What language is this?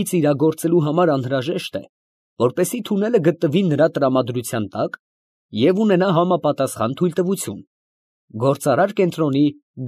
Armenian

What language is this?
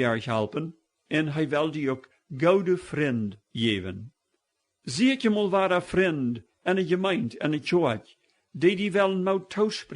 Plautdietsch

